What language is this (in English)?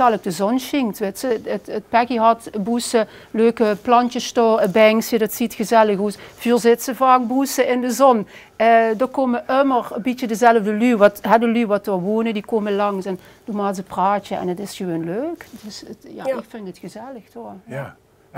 Limburgish